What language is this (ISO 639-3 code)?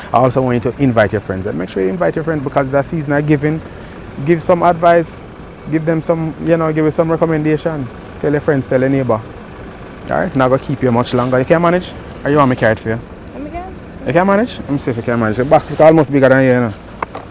jam